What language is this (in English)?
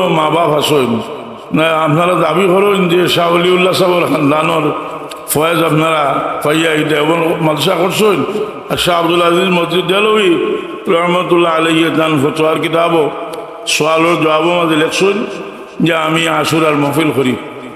Sylheti